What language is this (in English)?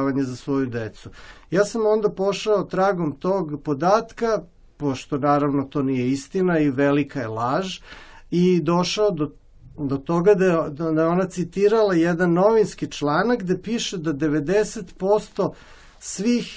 Serbian